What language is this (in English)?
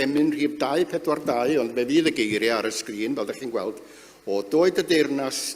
Welsh